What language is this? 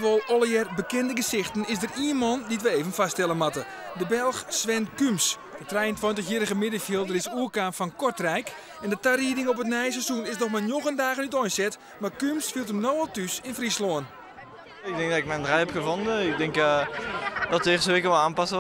Western Frisian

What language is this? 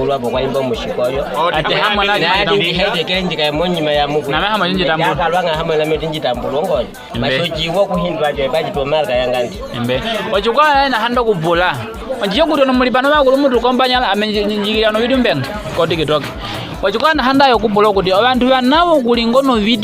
Nyaneka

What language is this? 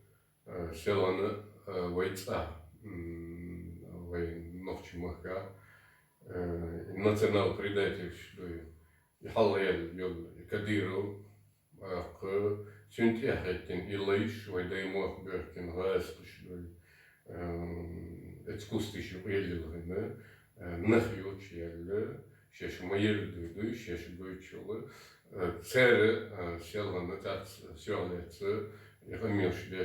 Chechen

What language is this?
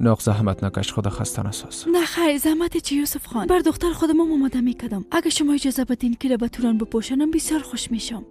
Persian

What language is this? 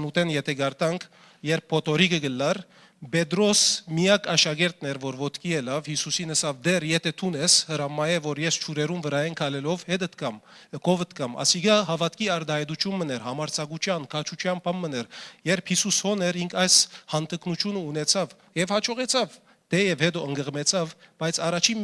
Western Armenian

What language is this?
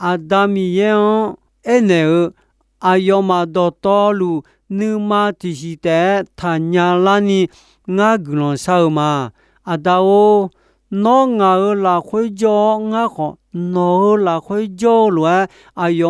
Akha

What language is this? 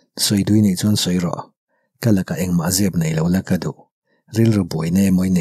Mizo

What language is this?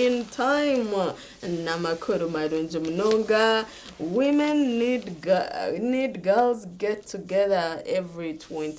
Nyankole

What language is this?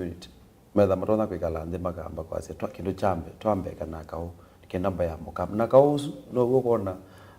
Kamba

